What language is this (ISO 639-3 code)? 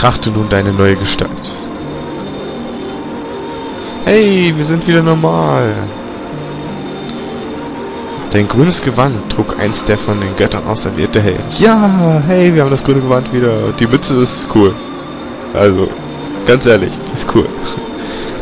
deu